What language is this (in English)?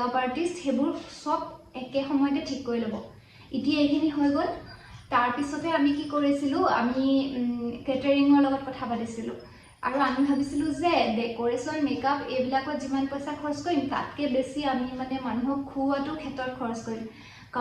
Assamese